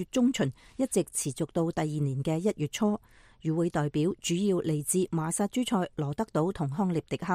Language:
Cantonese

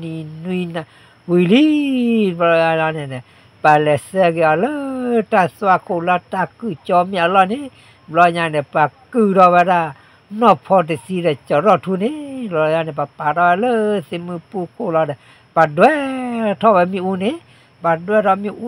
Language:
S'gaw Karen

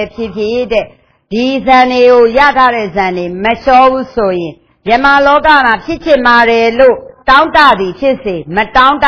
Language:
Burmese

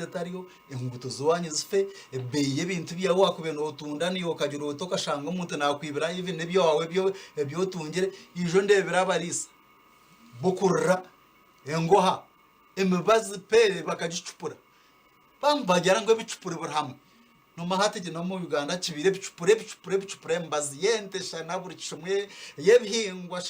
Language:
Nyankole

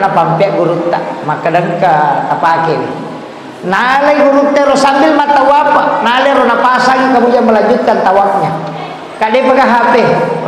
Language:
Buginese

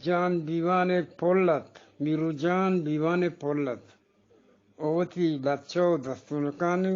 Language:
Eastern Balochi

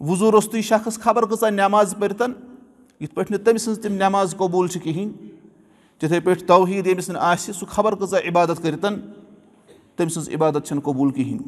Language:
Kashmiri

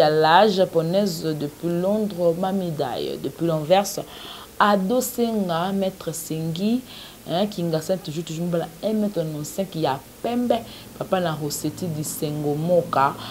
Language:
Lingala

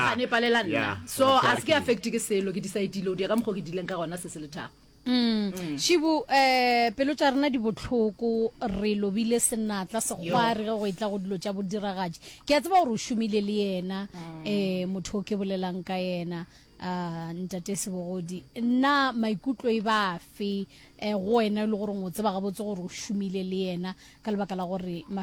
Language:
Northern Sotho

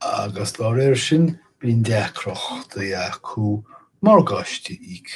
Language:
Irish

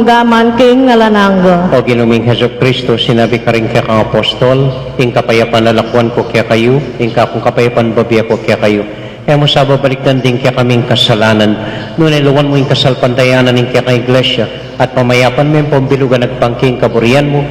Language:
Pampanga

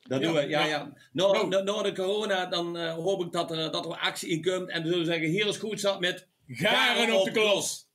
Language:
Limburgish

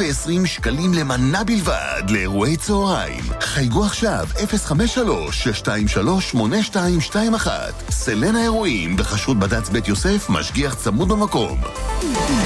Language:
Hebrew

